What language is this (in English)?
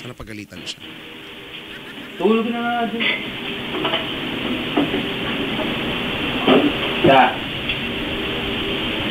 Filipino